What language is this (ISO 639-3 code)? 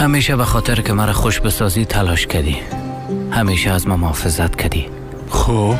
tgk